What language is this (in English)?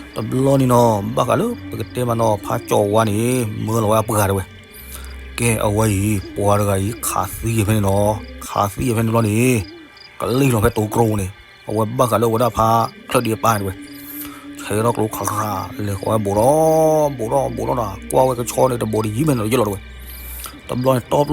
S'gaw Karen